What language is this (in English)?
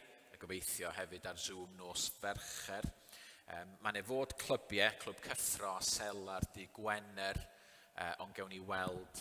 Welsh